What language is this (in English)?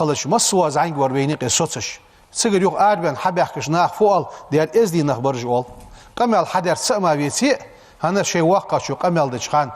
Ingush